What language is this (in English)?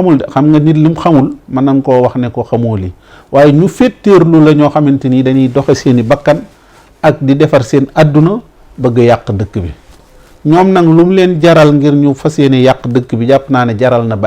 Wolof